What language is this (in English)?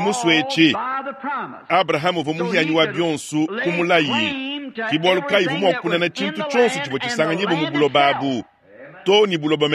Luba-Lulua